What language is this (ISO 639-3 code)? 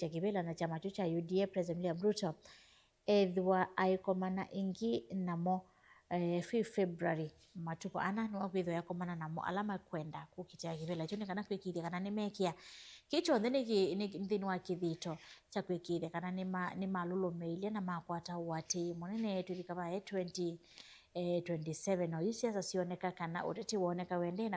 kam